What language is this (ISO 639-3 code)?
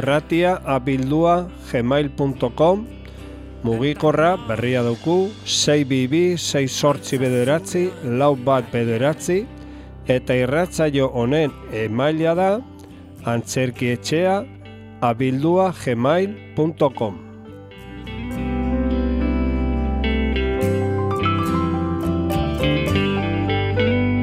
eus